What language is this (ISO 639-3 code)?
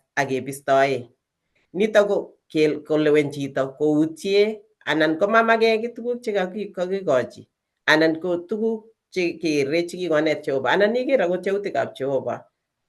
kln